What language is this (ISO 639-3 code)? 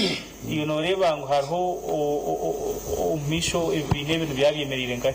nyn